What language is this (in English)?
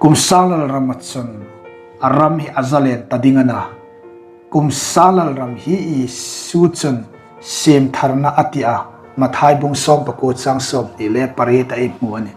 Hmar